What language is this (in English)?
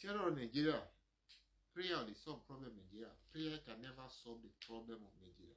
Yoruba